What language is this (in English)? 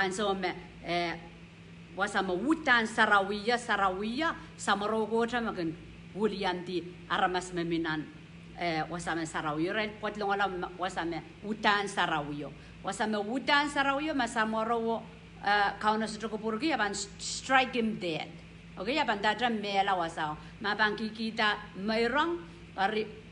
Pohnpeian